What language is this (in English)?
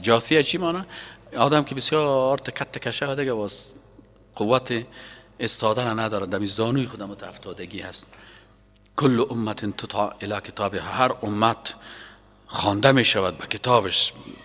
Persian